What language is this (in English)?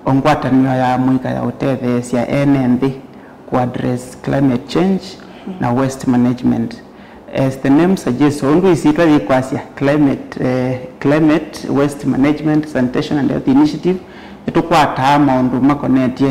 Kamba